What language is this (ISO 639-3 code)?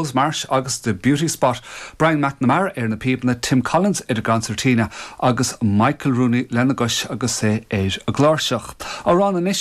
gle